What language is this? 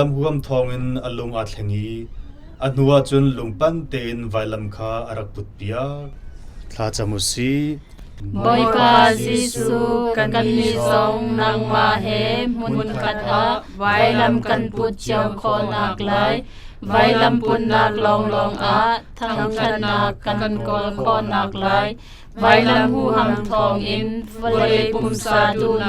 Hakha Chin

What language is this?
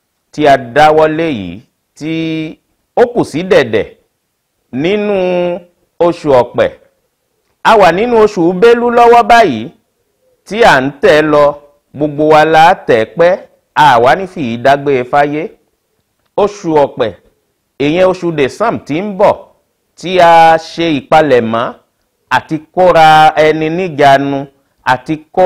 Yoruba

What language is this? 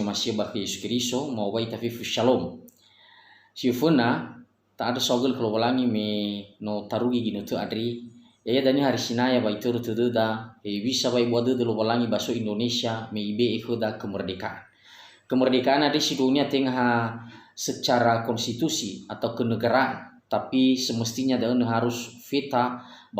Nias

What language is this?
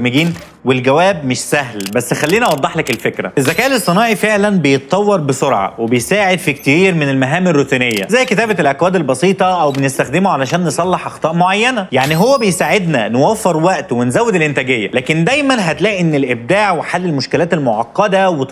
Egyptian Arabic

